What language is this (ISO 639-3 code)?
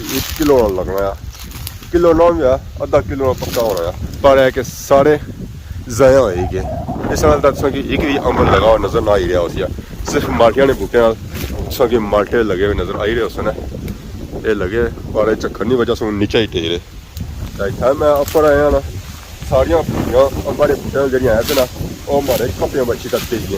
phr